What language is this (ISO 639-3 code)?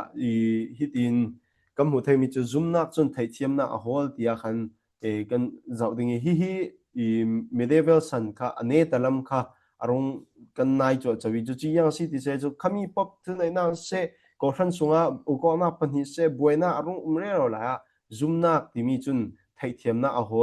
cfm